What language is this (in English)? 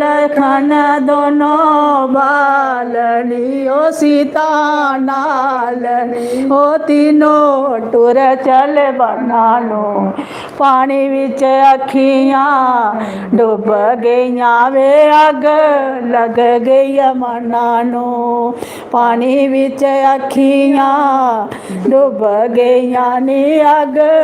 Dogri